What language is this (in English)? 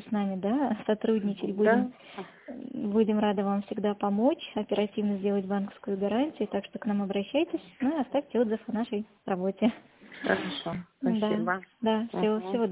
Russian